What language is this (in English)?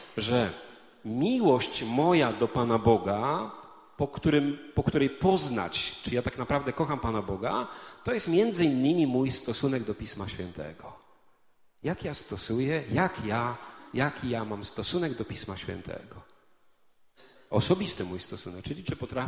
Polish